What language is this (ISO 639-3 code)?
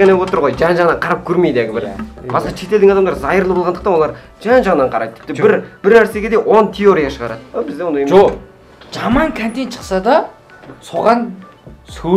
kaz